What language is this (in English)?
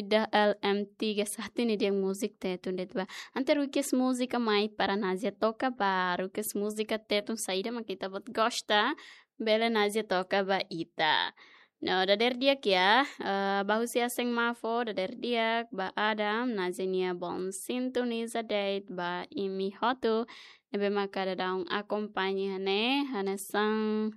Tetum